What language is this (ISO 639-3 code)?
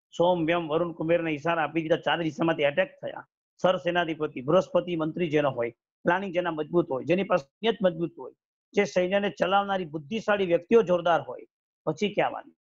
guj